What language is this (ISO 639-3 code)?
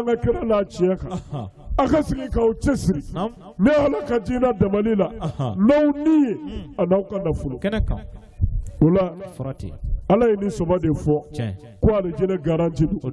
bam